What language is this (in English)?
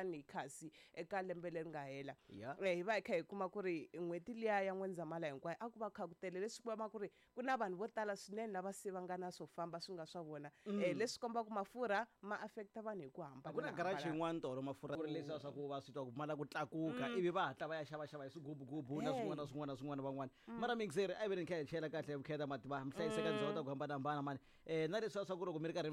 Tsonga